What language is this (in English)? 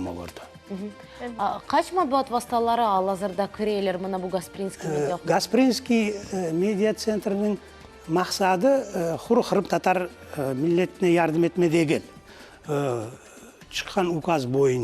Crimean Tatar